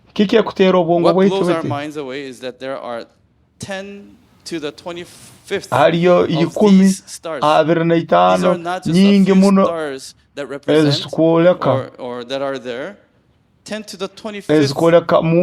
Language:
Nyoro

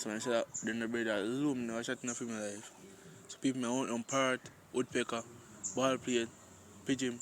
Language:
Jamaican Creole English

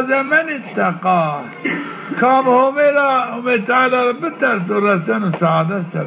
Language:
Zaza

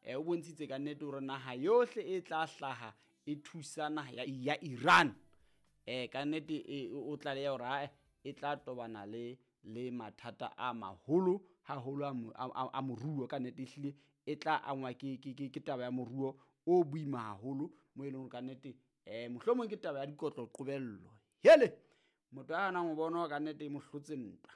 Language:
Southern Sotho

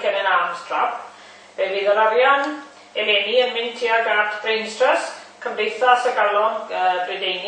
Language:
Welsh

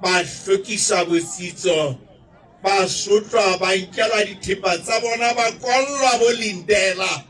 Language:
Southern Sotho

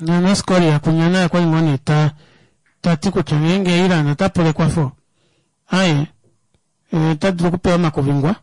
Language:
Kuanyama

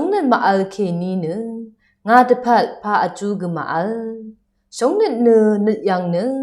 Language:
Rawang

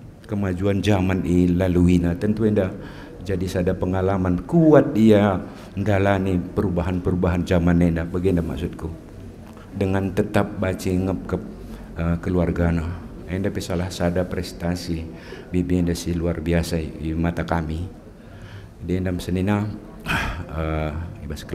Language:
Batak Karo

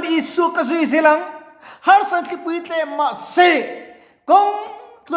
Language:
Mizo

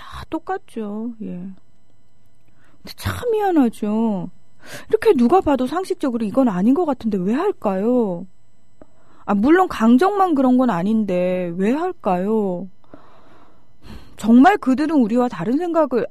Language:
Korean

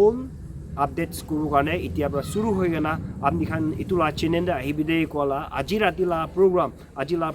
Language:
Naga Pidgin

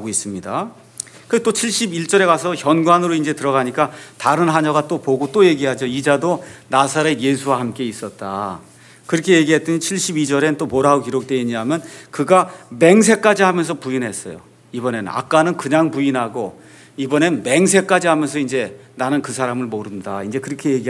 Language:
Korean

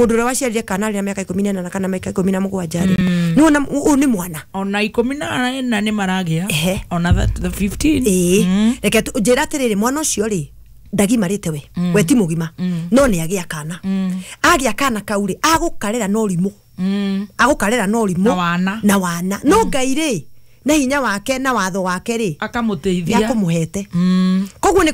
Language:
Kikuyu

